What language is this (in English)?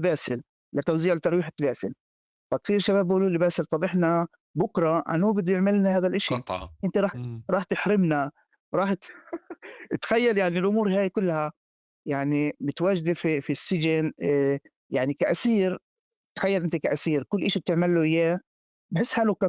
North Levantine Arabic